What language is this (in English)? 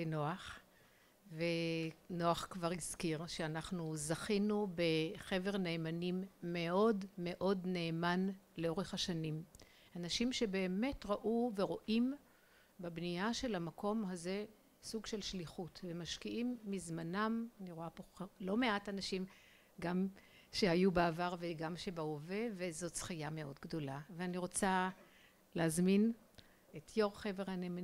Hebrew